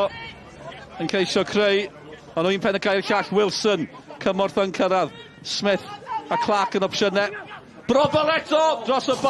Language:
Welsh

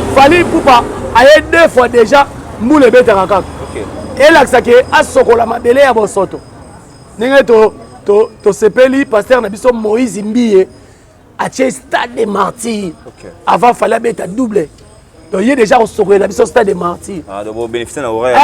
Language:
Lingala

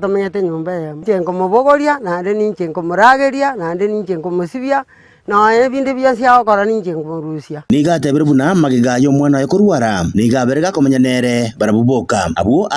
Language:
Gusii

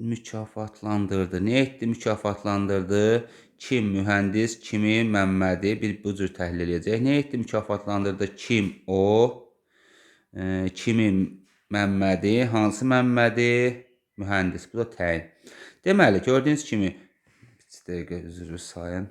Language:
Azerbaijani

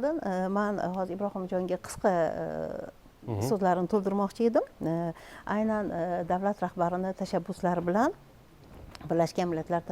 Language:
Uzbek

